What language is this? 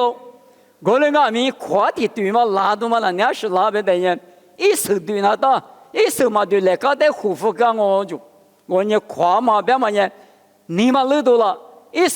Lisu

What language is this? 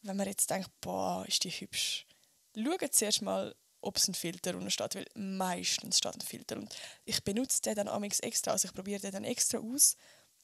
Swiss German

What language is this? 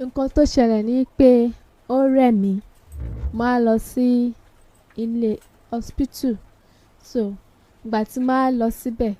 Yoruba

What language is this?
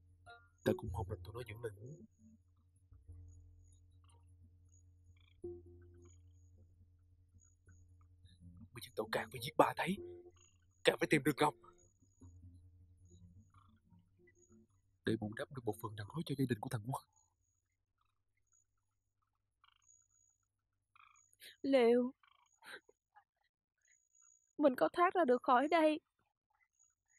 Vietnamese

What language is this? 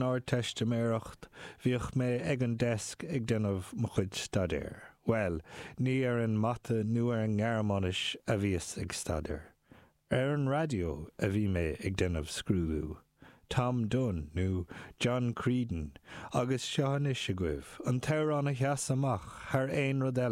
Irish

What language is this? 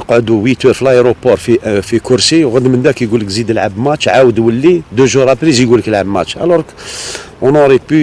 Algerian Arabic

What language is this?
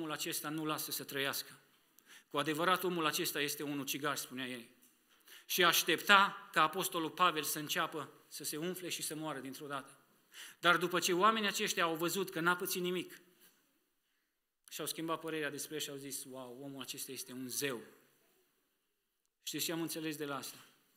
Romanian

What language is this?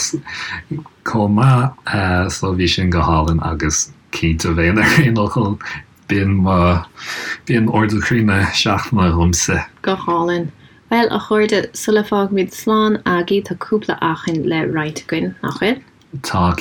Irish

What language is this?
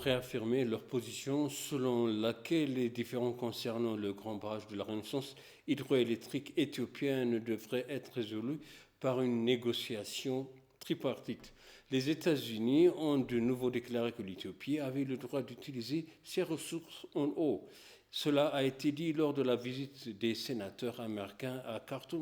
French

